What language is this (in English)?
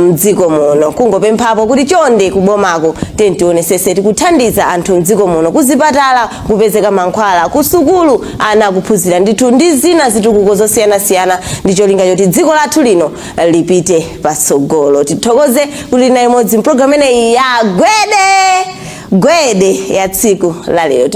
Nyanja